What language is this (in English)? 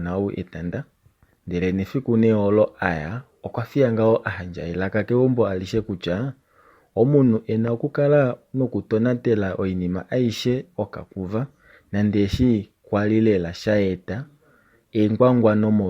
Kuanyama